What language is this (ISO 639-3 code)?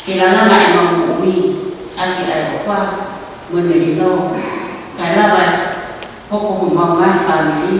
ton